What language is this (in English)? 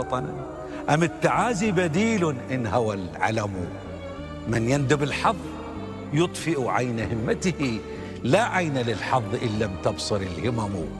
Arabic